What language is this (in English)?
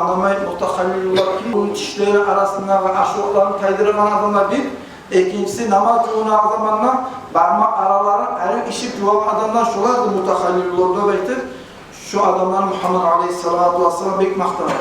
Kumyk